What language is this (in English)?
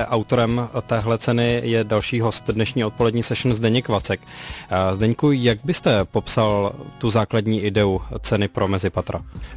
Czech